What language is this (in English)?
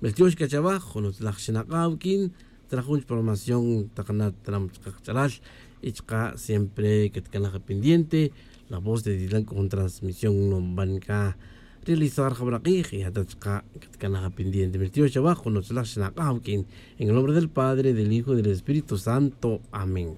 Tz'utujil